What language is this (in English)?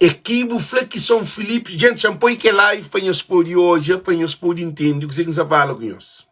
Kabuverdianu